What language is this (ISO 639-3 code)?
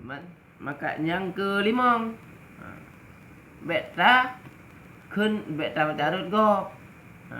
ace